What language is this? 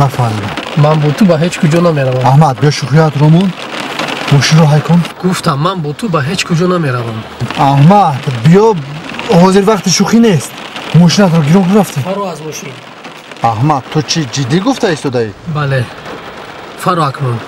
Tajik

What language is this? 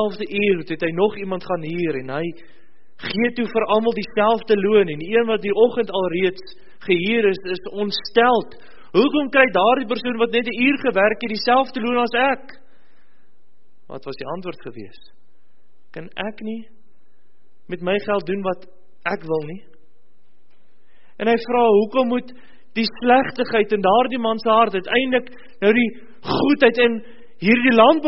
Afrikaans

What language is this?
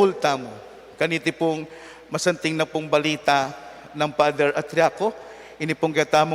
Pampanga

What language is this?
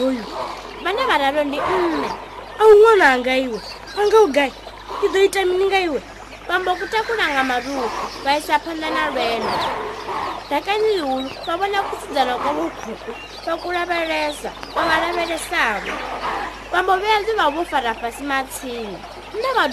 Venda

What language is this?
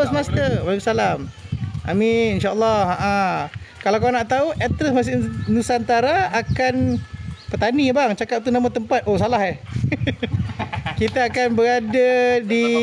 Malay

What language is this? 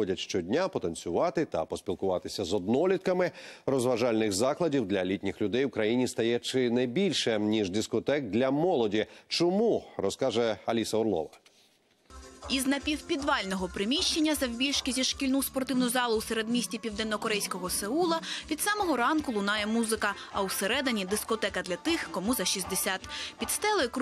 Ukrainian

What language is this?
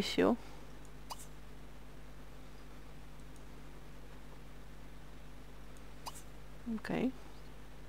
Polish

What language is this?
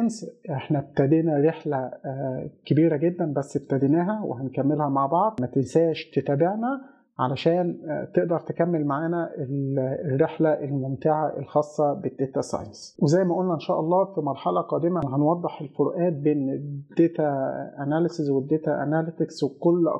Egyptian Arabic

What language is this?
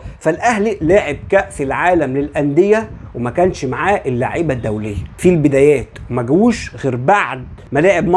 Egyptian Arabic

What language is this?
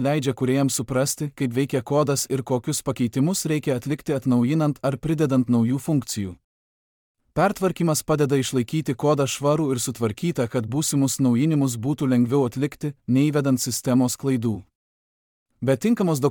Lithuanian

